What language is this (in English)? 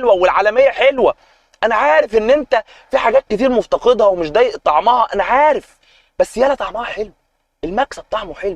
Egyptian Arabic